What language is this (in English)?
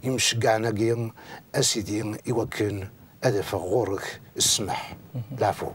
Kabyle